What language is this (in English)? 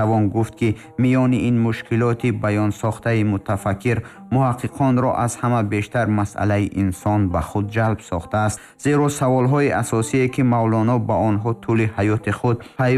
Tajik